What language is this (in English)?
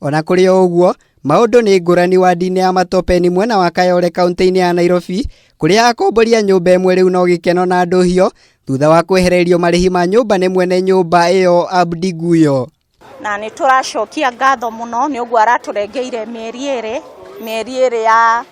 Kikuyu